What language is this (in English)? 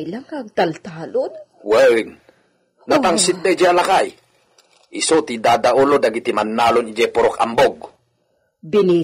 Iloko